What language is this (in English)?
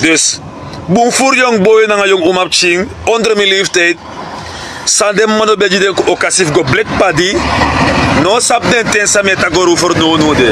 Sranan Tongo